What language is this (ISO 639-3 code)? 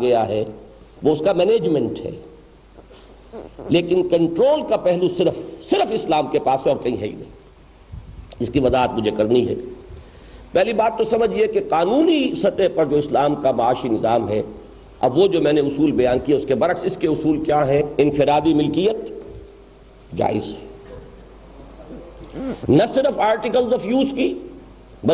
urd